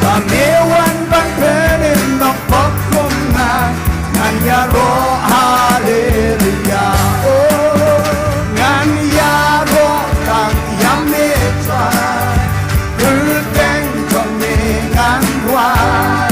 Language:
Khasi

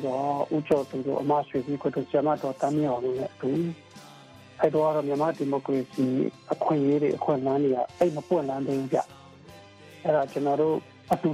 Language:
Burmese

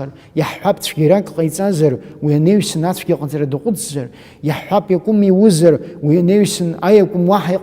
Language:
Abkhazian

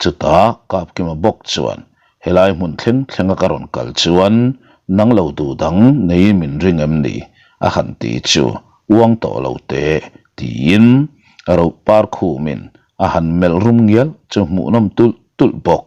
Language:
Mizo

